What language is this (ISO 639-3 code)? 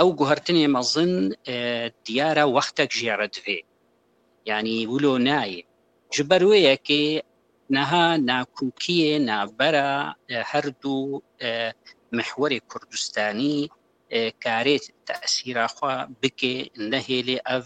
kur